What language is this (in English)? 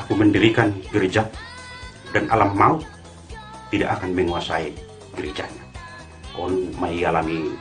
Batak Simalungun